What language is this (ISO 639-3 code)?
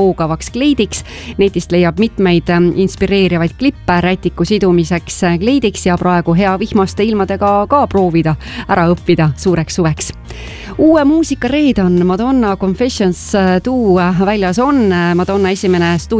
est